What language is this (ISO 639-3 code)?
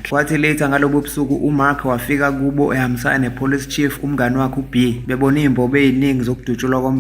zul